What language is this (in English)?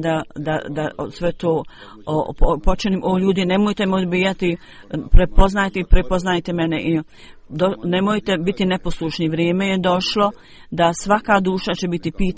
Bosnian